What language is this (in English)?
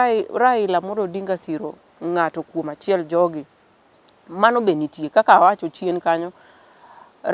Luo (Kenya and Tanzania)